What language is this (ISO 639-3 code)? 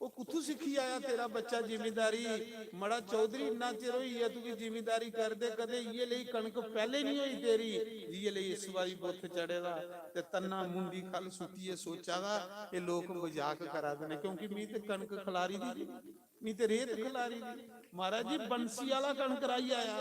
doi